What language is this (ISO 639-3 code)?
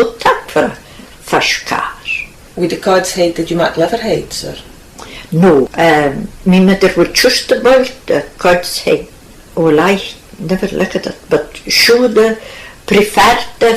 sco